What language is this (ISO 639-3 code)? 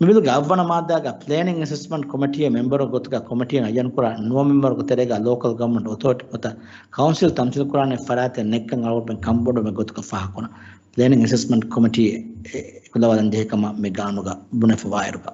div